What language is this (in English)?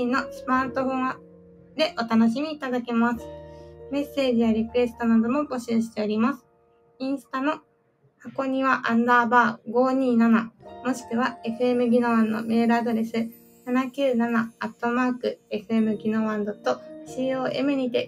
Japanese